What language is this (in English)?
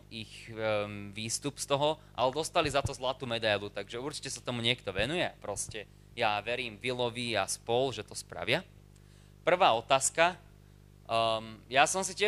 Slovak